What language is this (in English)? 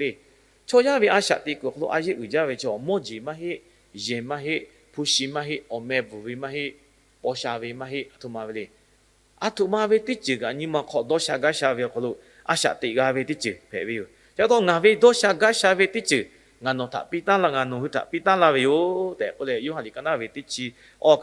Lahu